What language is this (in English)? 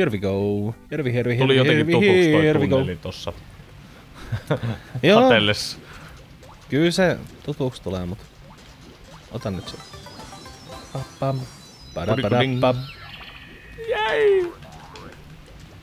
Finnish